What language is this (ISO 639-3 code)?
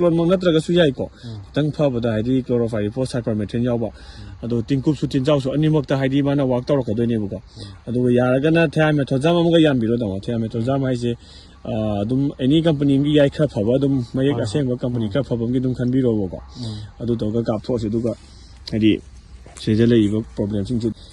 mni